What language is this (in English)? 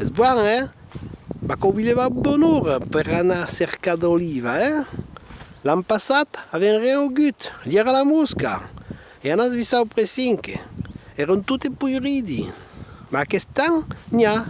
Occitan